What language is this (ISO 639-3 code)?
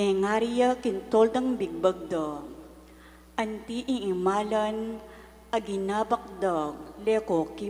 pam